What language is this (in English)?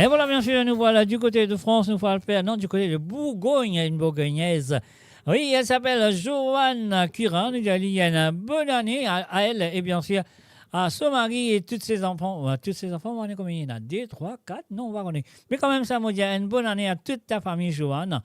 Morisyen